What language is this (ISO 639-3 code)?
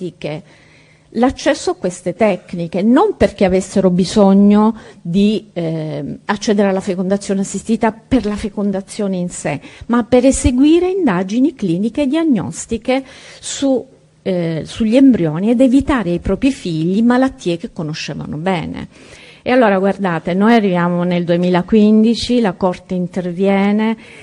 ita